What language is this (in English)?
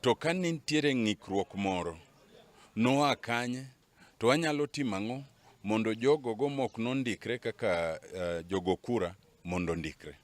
Luo (Kenya and Tanzania)